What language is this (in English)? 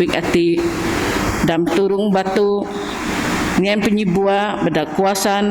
Biatah Bidayuh